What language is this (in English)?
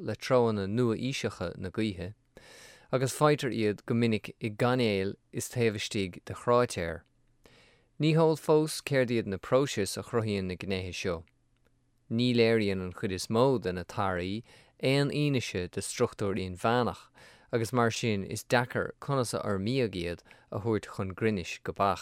Irish